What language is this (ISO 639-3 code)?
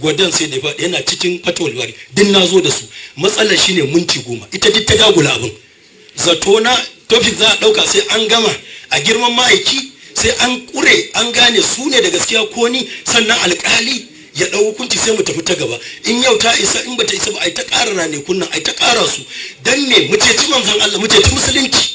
hau